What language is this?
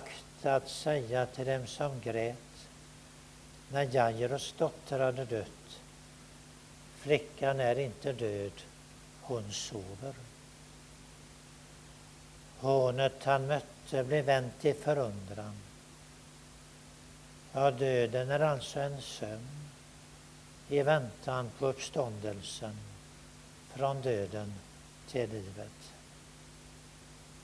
Swedish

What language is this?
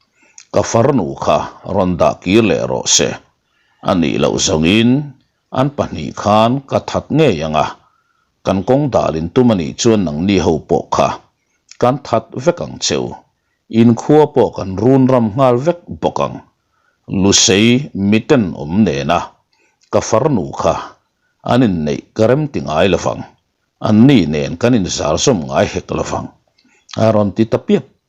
Mizo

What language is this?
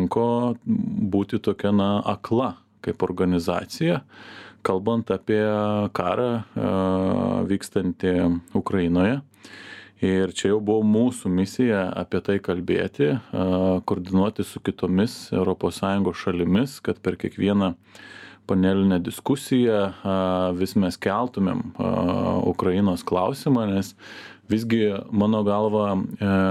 Lithuanian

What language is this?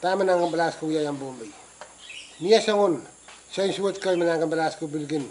Pohnpeian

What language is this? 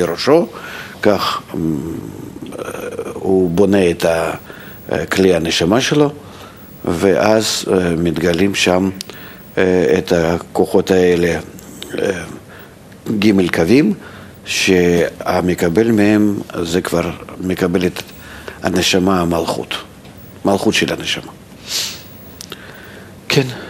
Hebrew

